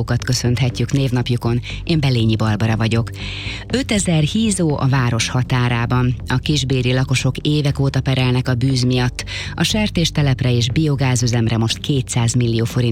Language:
Hungarian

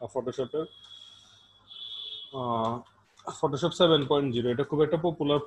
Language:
Bangla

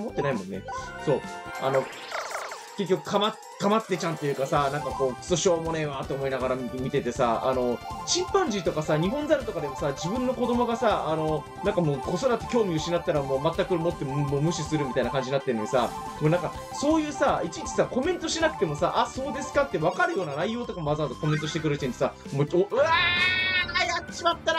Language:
Japanese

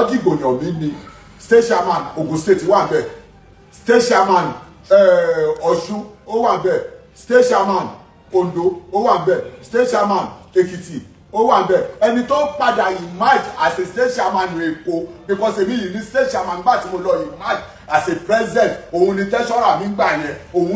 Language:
Yoruba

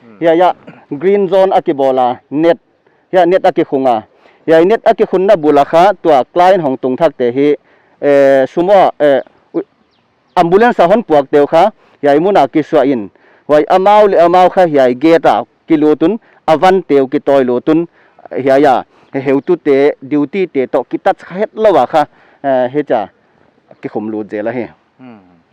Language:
Paite Chin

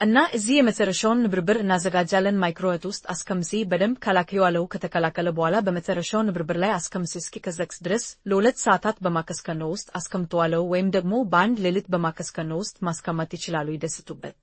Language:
Amharic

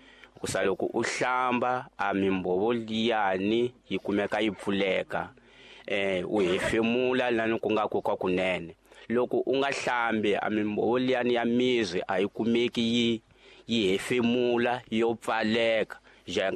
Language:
Tsonga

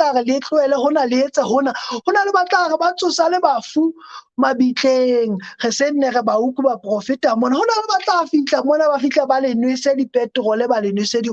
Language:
Southern Sotho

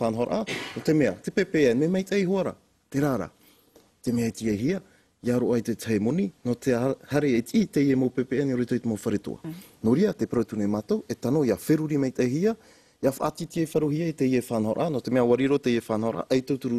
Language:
Tahitian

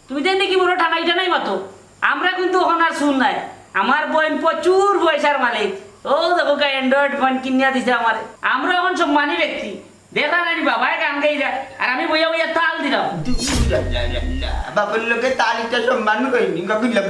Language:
Sylheti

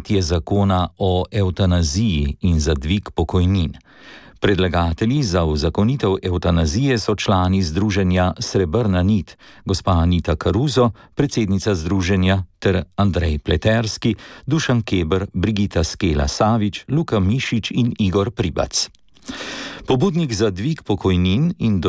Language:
Slovenian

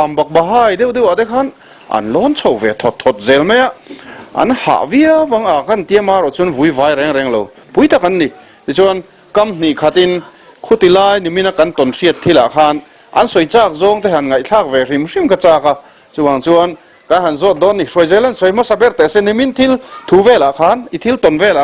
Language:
Mizo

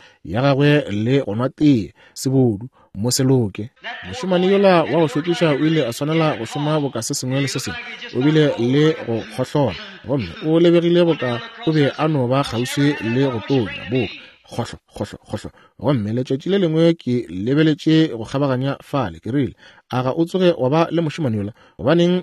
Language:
Northern Sotho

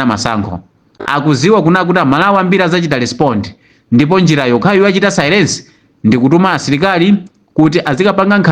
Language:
Nyanja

